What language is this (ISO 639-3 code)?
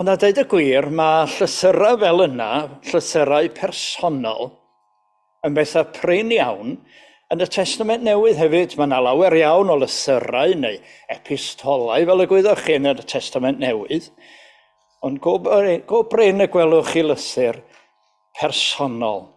cym